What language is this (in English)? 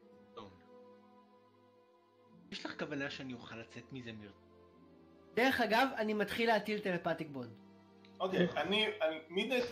Hebrew